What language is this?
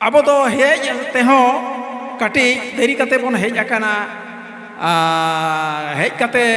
Santali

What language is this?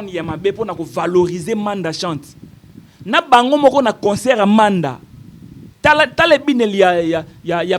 Lingala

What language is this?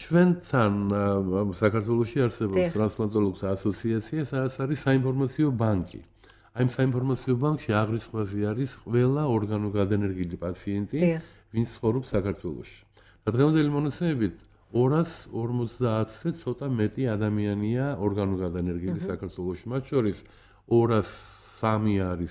Georgian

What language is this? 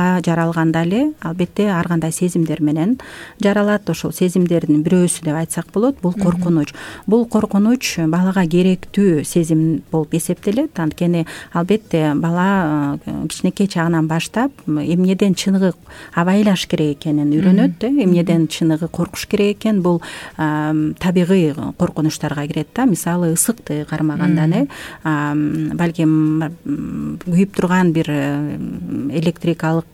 Kyrgyz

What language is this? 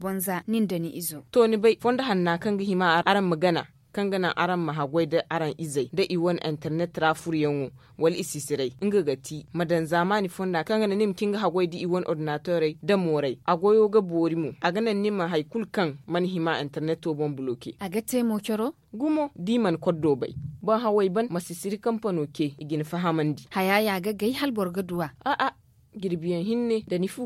Zarma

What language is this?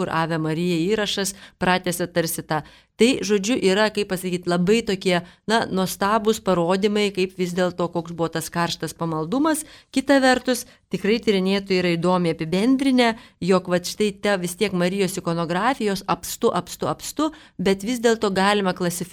Lithuanian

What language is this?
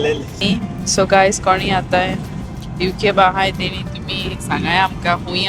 Konkani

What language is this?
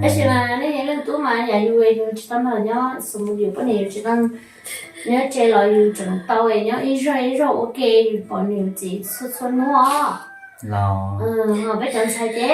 Hmong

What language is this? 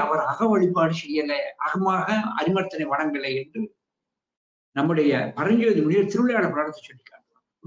Tamil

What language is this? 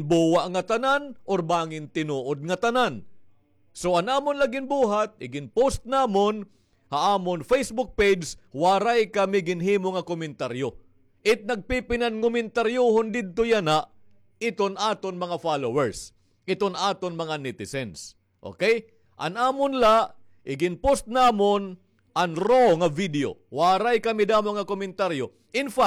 Waray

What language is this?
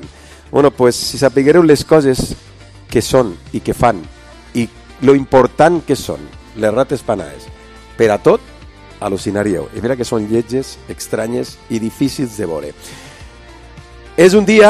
Catalan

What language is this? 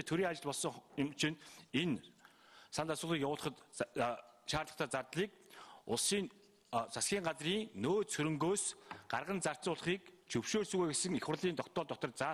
Mongolian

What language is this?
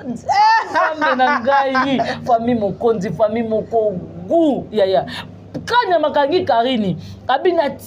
Lingala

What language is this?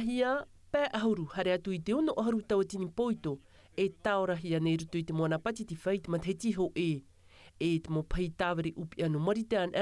Tahitian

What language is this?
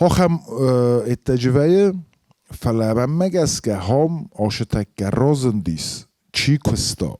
Ossetic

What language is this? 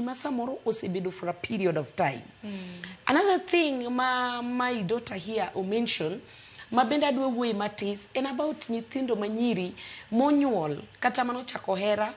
Luo (Kenya and Tanzania)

